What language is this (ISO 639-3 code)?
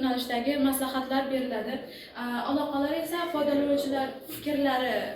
uzb